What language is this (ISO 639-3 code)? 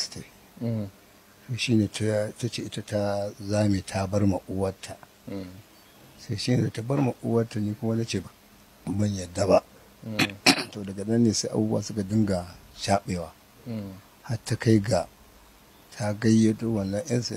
hau